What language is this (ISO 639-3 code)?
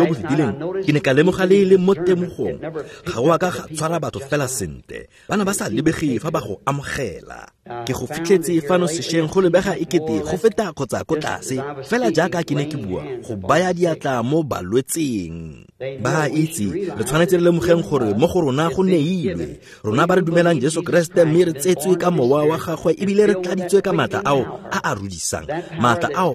tsn